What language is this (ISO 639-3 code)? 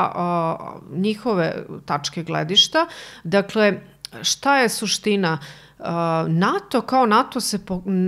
srp